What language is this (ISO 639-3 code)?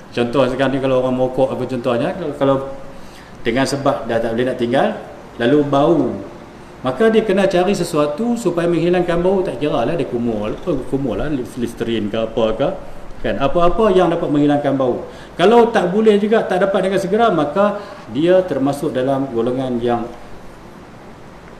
msa